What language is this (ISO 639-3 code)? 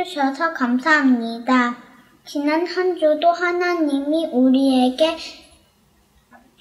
kor